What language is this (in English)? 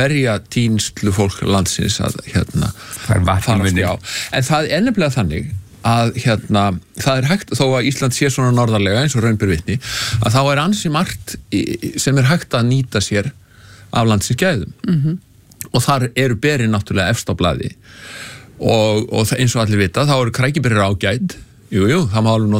Icelandic